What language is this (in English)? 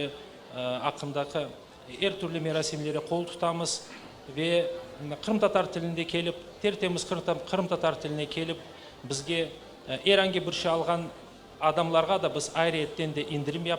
Crimean Tatar